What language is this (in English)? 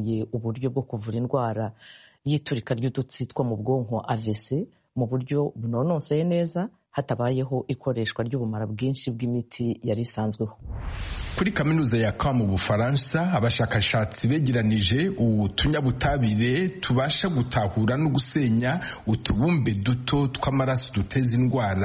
Kinyarwanda